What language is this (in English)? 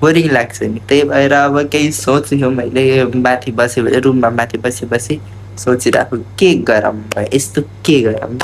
Nepali